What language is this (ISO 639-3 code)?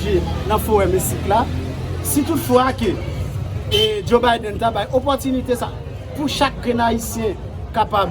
hat